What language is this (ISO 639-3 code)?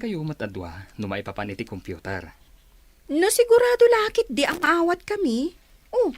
ilo